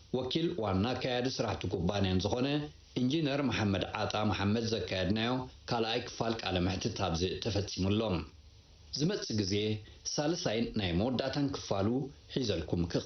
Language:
Tigrinya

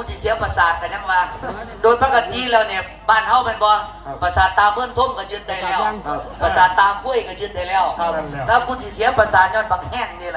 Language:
Northeastern Thai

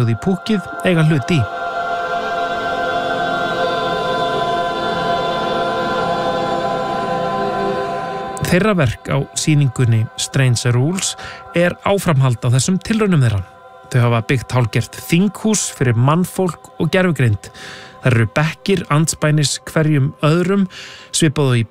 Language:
Icelandic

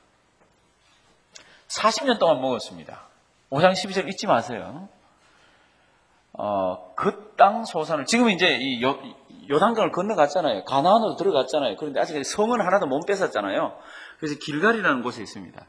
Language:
Korean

